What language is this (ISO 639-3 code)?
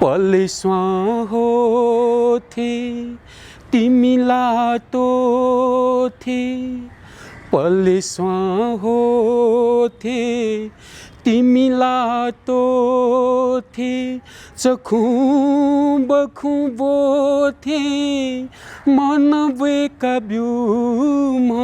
new